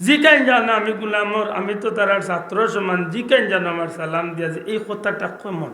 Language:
Sylheti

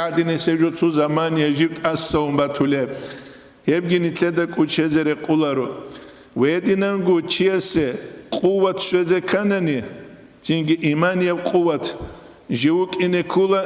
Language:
Avaric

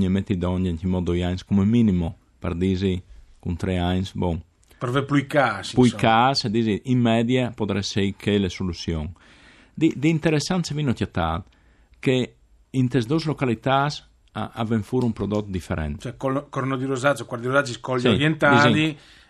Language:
Friulian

